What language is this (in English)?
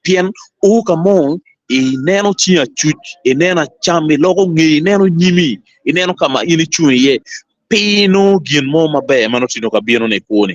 Acoli